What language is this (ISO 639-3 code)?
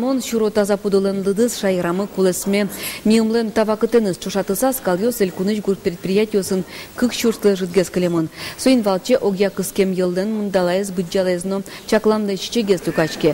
udm